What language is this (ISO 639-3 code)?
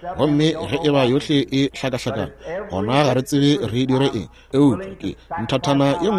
nso